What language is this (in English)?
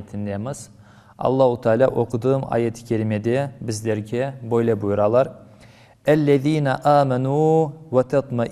Crimean Tatar